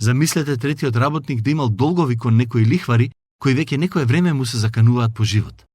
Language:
Macedonian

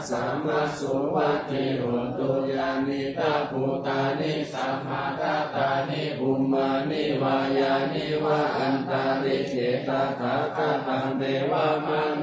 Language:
Pali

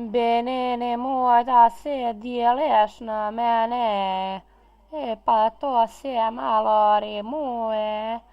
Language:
Bosnian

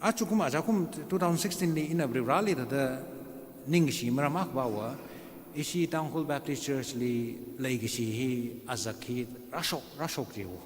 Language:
Tangkhul Naga (India)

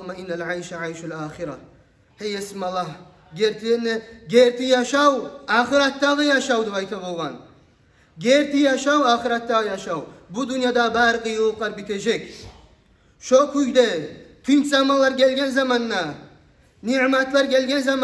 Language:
Kumyk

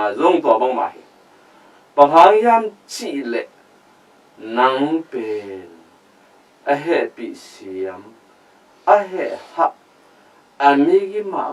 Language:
Tedim Chin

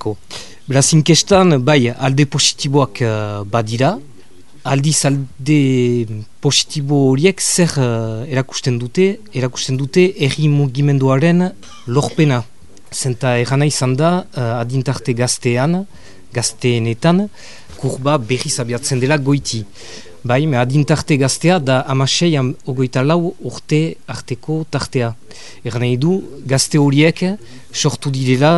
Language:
Basque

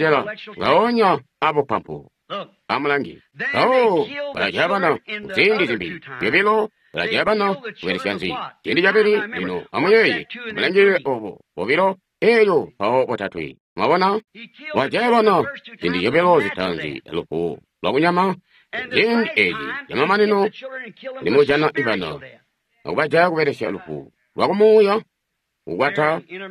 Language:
Tonga (Zambia)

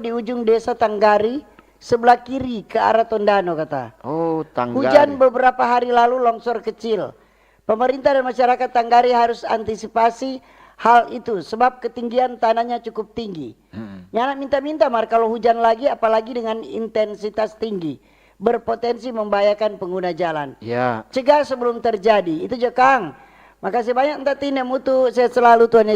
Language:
Manado Malay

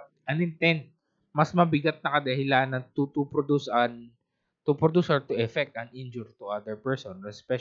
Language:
Filipino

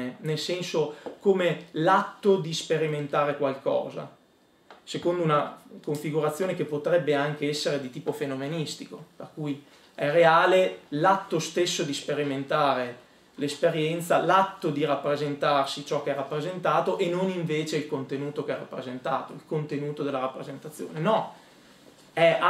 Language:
Italian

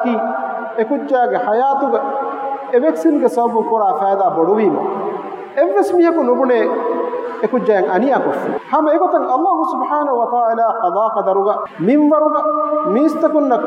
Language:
Divehi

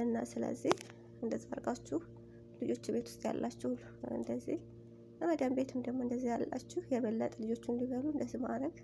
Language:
Amharic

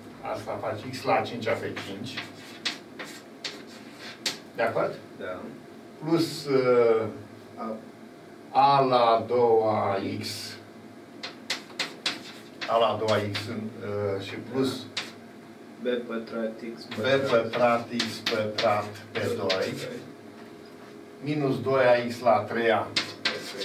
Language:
Romanian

